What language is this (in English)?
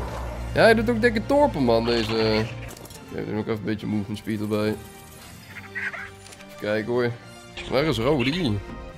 Dutch